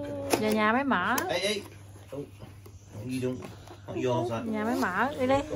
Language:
Vietnamese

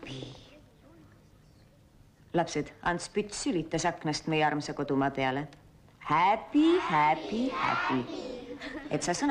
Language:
Estonian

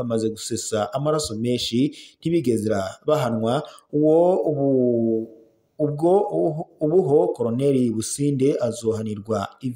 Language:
Rundi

